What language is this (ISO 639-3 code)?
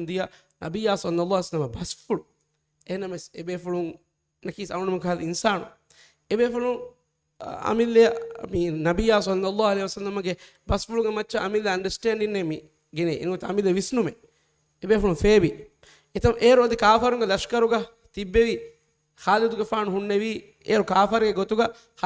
div